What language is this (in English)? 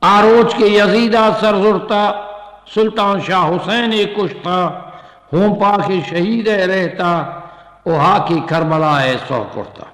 Eastern Balochi